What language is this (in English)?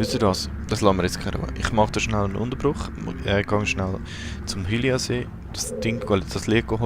Swiss German